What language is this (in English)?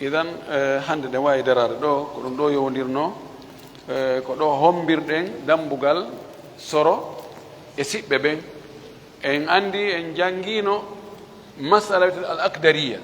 Fula